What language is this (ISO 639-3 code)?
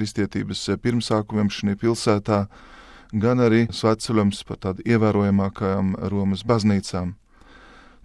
lav